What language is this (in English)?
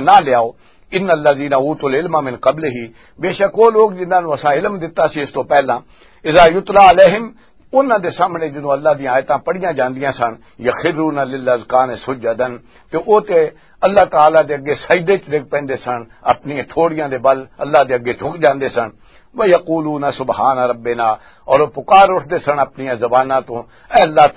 Western Panjabi